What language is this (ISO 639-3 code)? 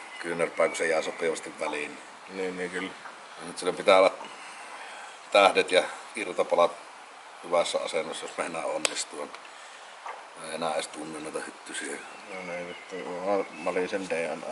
fin